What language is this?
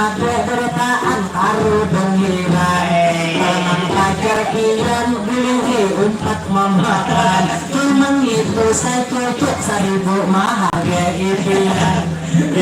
Banjar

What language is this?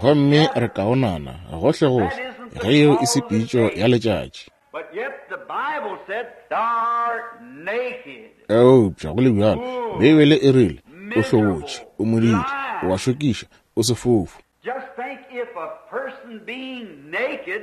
Northern Sotho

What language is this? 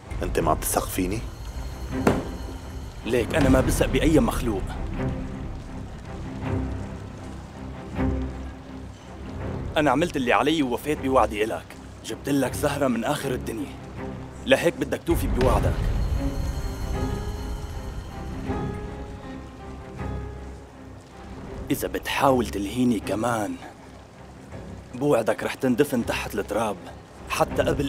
North Levantine Arabic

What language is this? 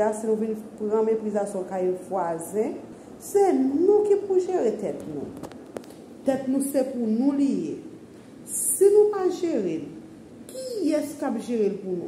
Haitian Creole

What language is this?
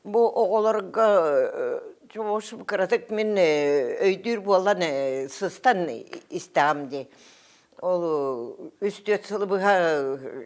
Yakut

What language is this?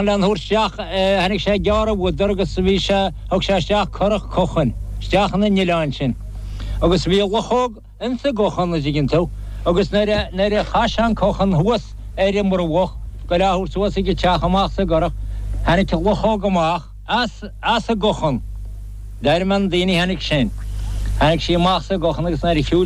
Irish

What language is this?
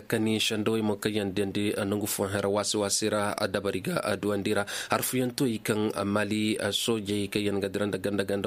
Koyraboro Senni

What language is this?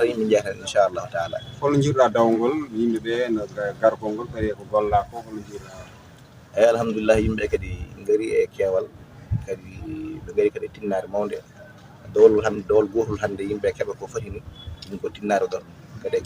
Fula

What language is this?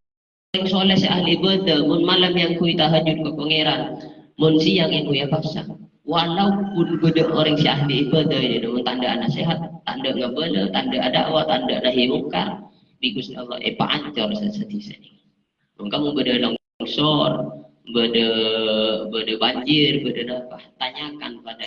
Madurese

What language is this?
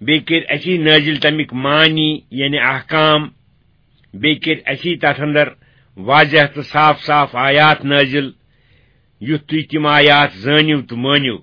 Kashmiri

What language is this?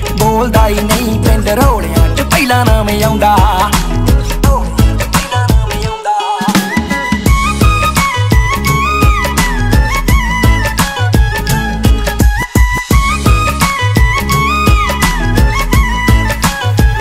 Punjabi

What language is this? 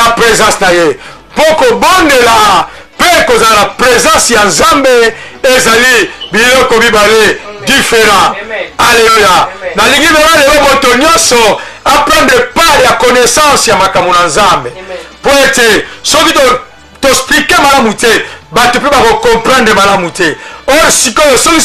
Lingala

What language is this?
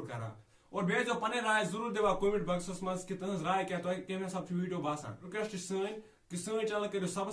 Kashmiri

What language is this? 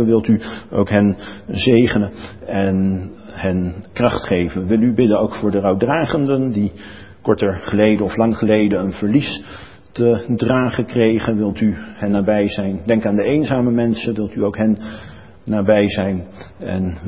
Dutch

